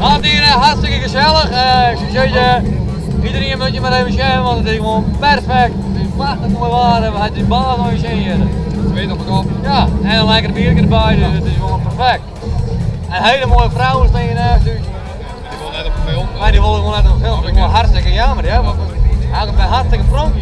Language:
Western Frisian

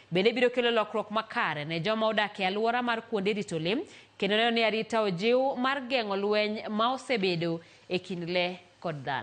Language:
Luo (Kenya and Tanzania)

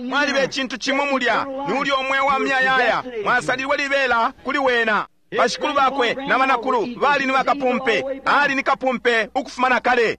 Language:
Bemba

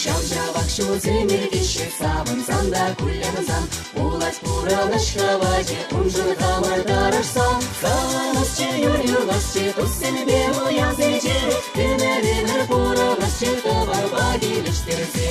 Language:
Chuvash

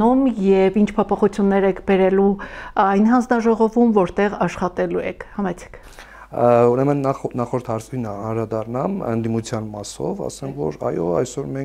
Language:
Armenian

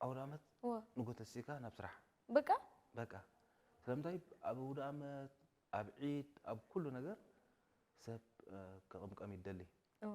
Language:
Tigrinya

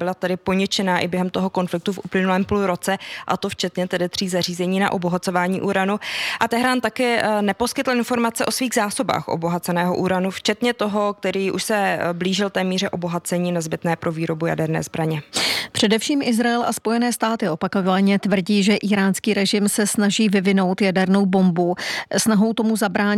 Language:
Czech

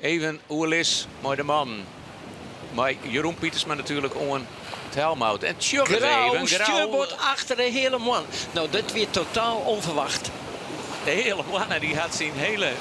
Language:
Western Frisian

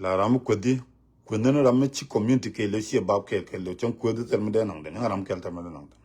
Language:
Nuer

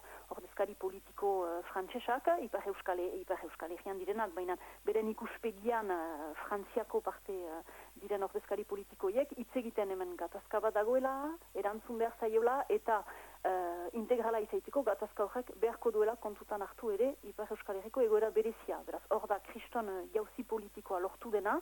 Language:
Basque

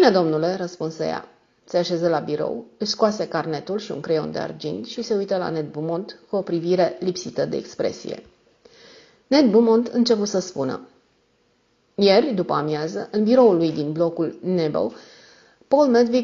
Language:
Romanian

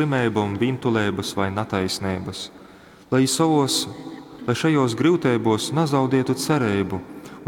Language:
Latgalian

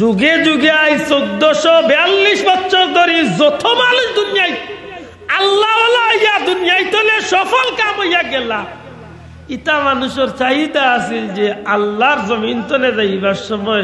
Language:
Sylheti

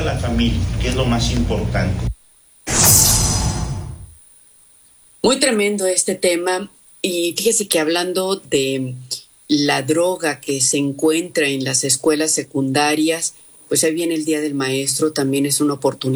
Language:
Spanish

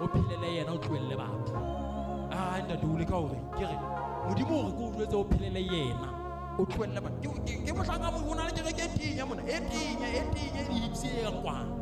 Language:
Southern Sotho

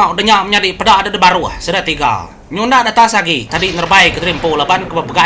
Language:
Iban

